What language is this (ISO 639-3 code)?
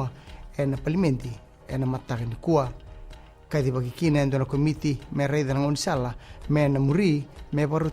fij